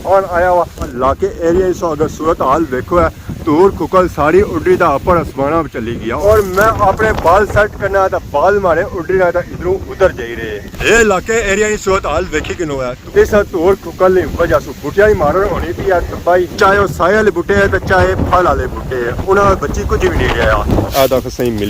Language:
Pahari-Potwari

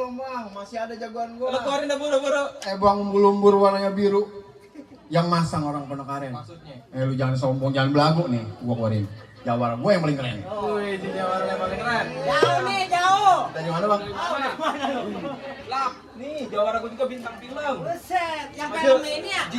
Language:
Betawi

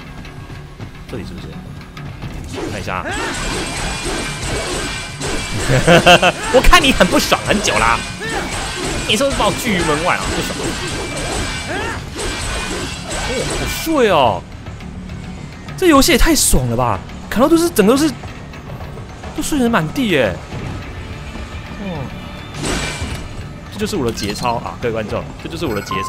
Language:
Chinese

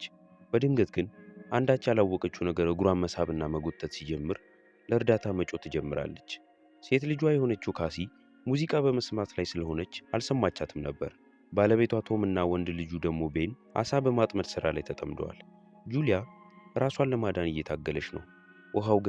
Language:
Amharic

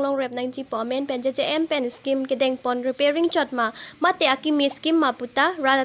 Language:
Karbi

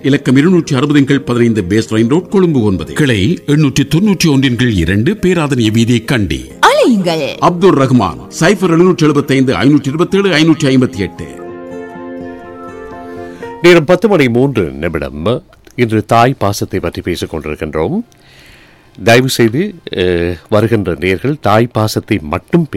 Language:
Tamil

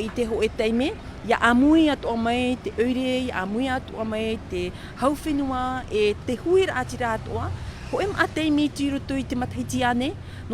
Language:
Tahitian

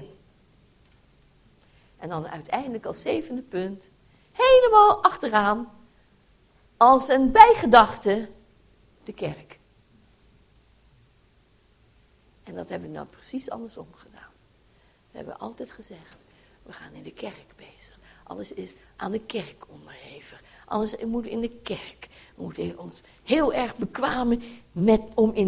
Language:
Dutch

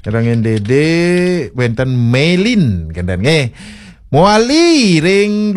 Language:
Balinese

